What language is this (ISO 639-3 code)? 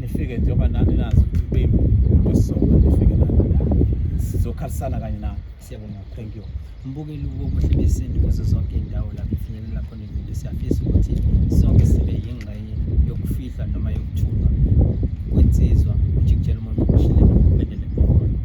zul